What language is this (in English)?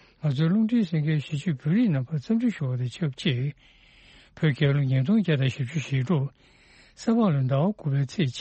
Tibetan